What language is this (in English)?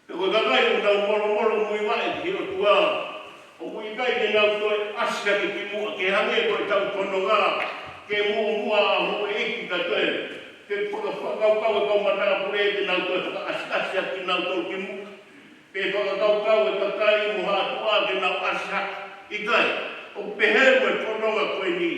Tongan